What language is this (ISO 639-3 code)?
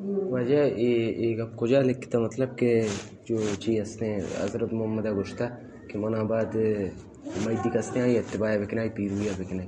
bgp